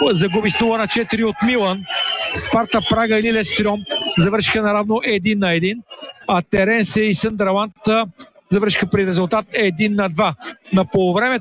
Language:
Bulgarian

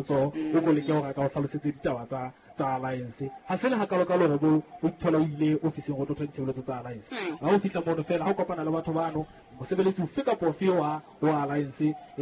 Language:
Southern Sotho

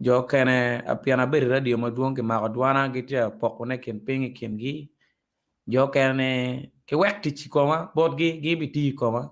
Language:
Acoli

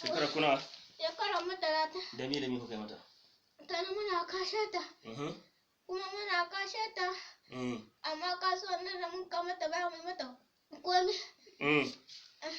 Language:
Hausa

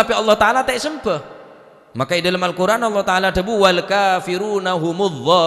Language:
Madurese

